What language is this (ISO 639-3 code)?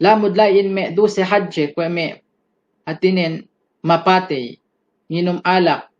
yka